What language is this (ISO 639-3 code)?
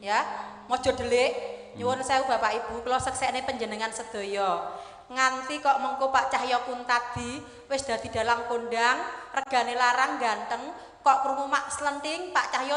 jav